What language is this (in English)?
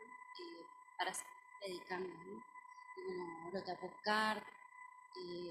Guarani